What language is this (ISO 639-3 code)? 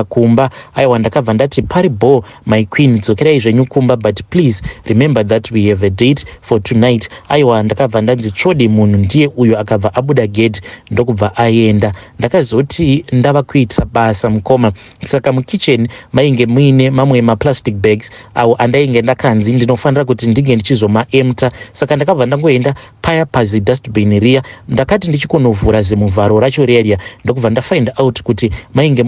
sna